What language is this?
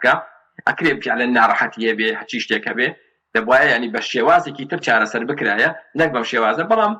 Central Kurdish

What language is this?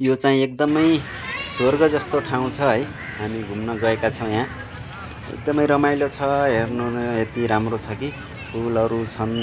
Nepali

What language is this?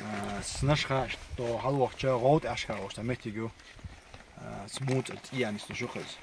Chechen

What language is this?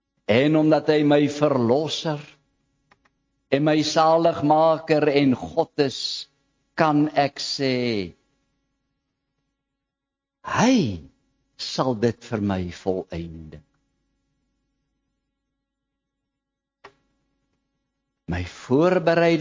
Afrikaans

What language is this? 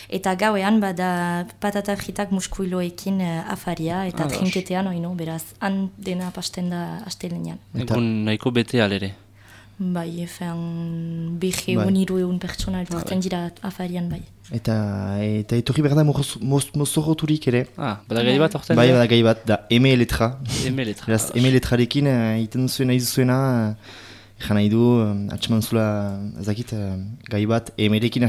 Basque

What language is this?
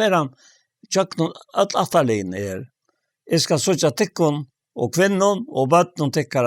Faroese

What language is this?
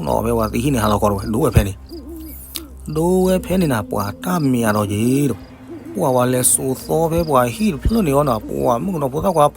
S'gaw Karen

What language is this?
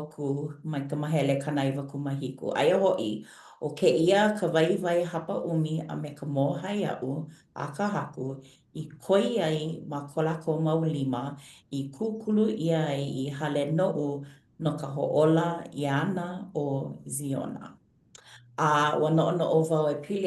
Hawaiian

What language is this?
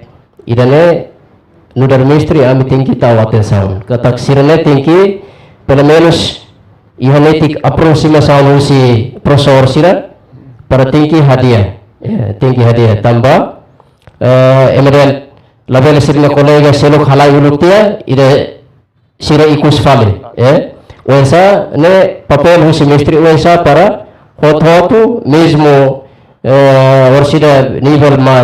Tetum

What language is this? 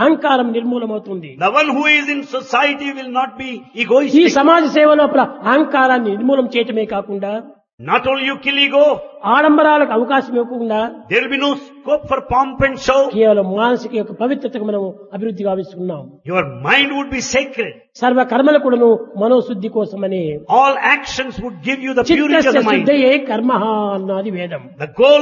Telugu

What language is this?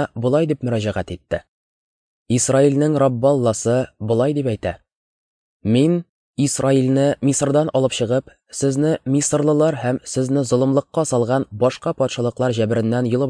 Tatar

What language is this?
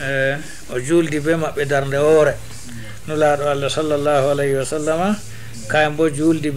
Fula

